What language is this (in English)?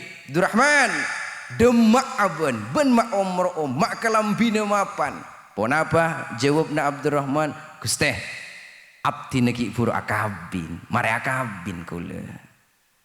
Madurese